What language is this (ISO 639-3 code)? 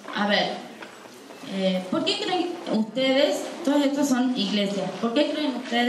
spa